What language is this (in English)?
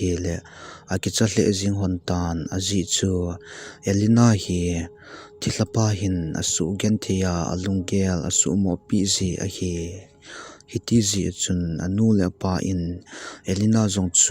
Thado Chin